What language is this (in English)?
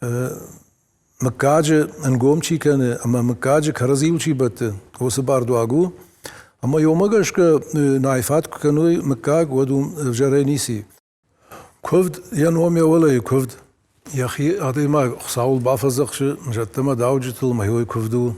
Ossetic